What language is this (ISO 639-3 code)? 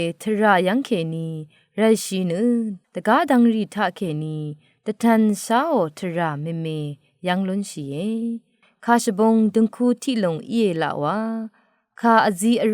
raw